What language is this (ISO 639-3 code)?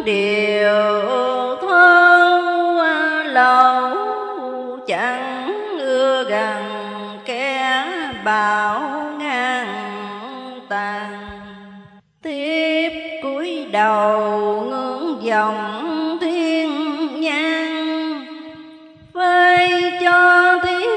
vie